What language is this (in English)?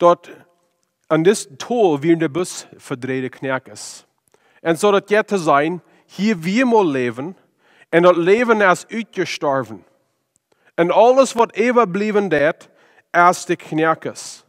Plautdietsch